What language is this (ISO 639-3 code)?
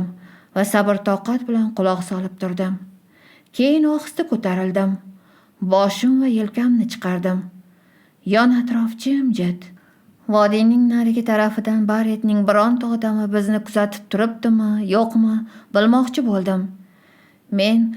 uzb